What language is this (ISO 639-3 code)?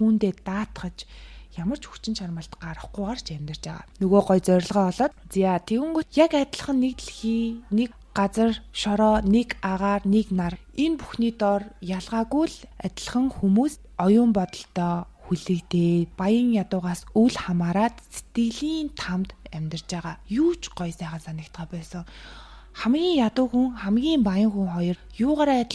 mon